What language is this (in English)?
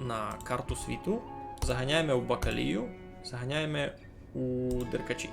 Rusyn